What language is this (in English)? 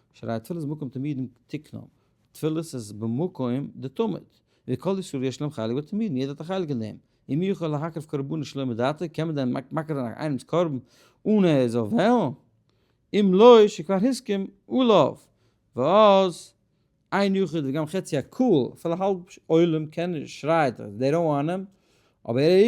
Yiddish